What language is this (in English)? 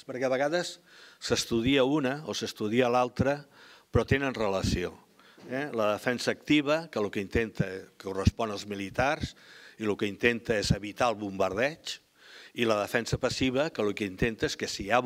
Catalan